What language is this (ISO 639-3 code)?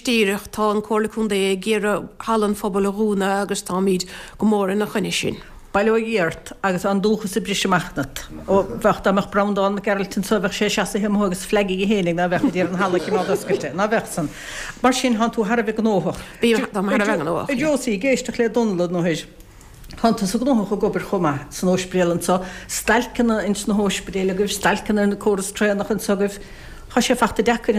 gle